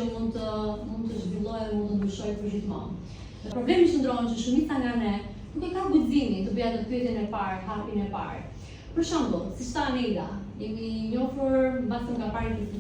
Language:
Albanian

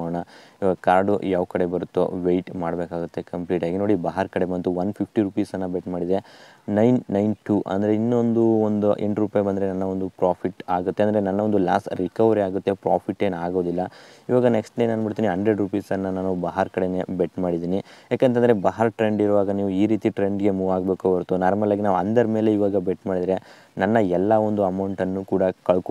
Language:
Kannada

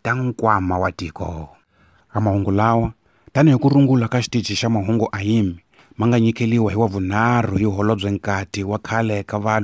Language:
Tsonga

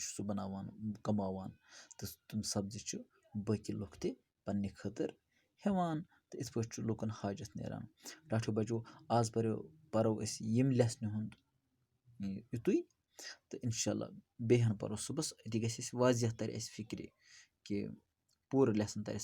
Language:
Kashmiri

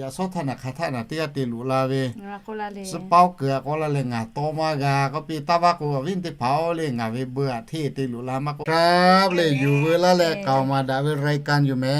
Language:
Lahu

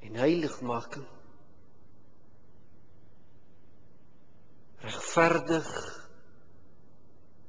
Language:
Afrikaans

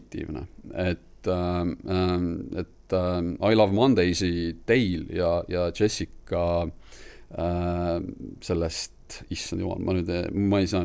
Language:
Estonian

